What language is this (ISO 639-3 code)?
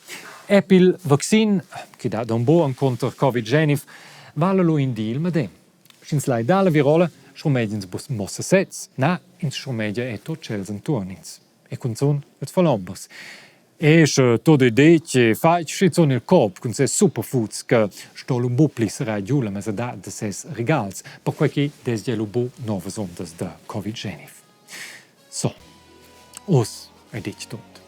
roh